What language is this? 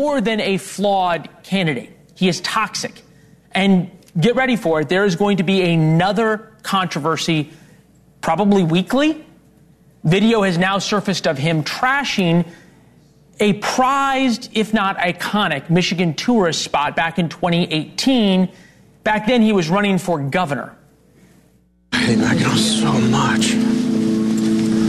English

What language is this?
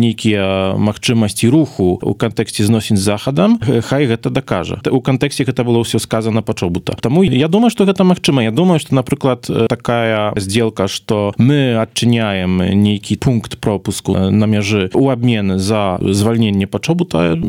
Belarusian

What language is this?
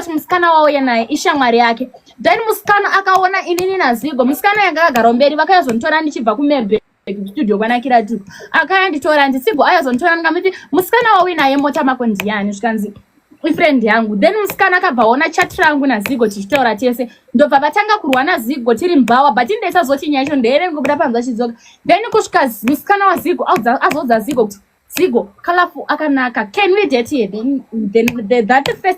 Shona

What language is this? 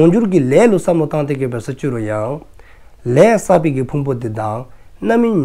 Dzongkha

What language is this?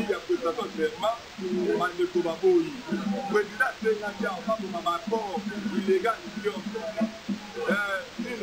French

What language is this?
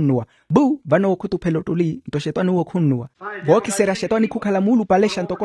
Makhuwa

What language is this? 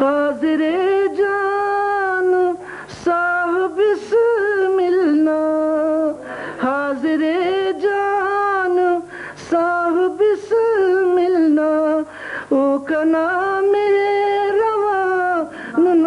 Brahui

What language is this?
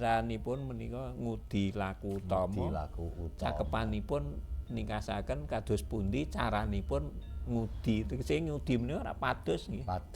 Javanese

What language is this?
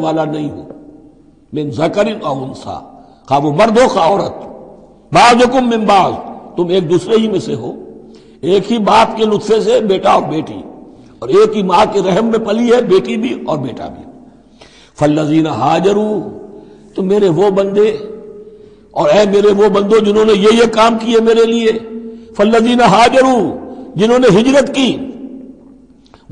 Urdu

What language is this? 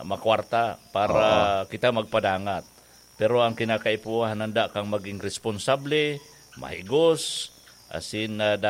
Bikol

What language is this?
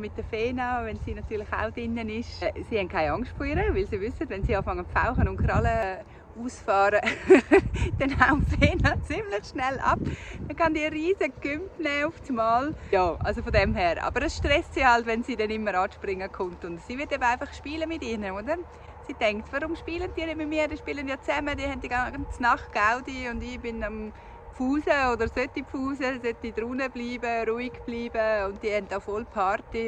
Swiss German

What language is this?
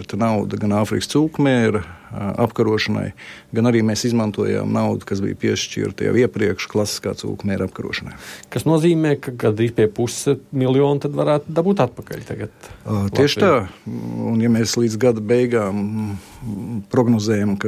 Latvian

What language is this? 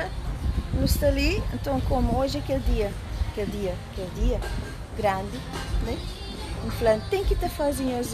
Kabuverdianu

